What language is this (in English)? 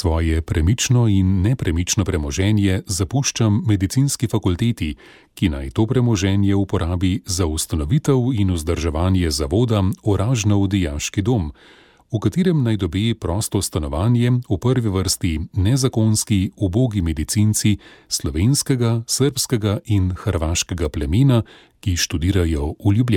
Slovenian